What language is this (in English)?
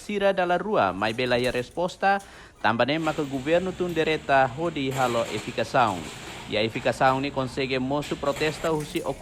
Tetum